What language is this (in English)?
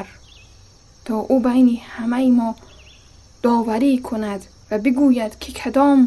Tajik